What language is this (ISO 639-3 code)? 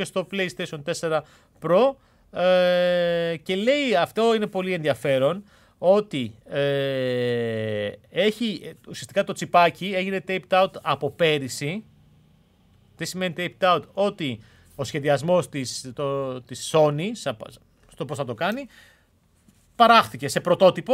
ell